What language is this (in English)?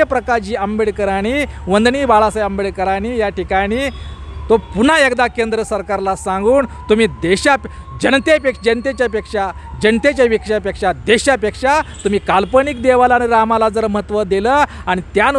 Marathi